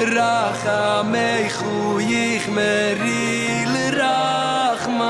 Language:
Yiddish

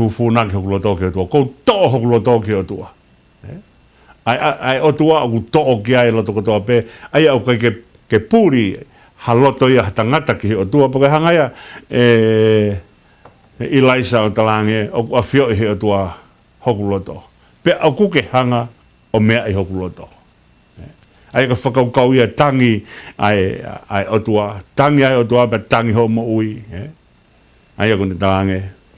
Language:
Tongan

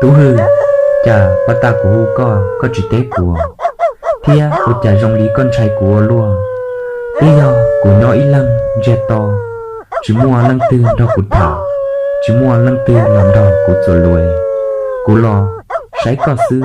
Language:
Hmong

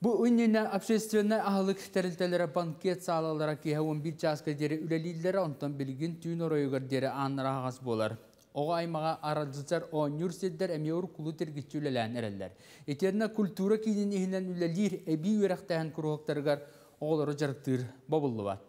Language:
Yakut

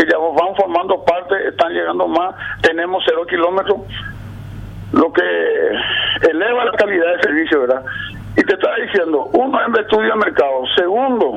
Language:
Spanish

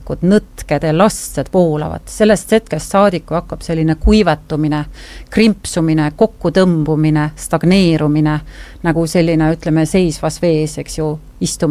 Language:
Estonian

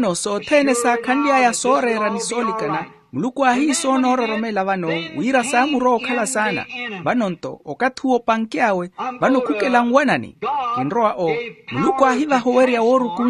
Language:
Makhuwa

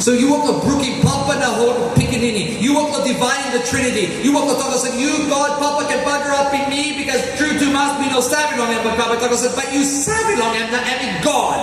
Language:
Tok Pisin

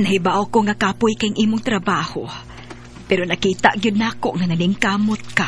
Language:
Cebuano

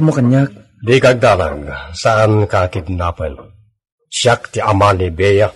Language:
Iloko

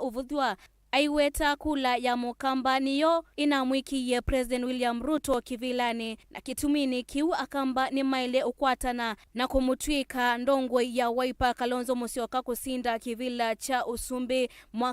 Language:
Kamba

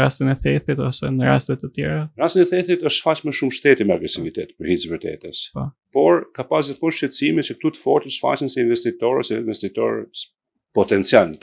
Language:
Albanian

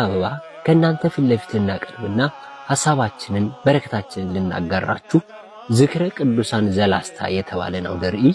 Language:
Amharic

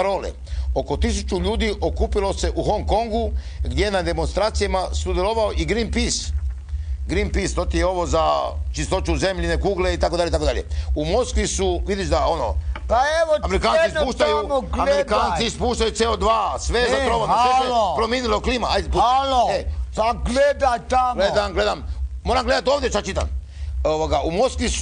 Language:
Croatian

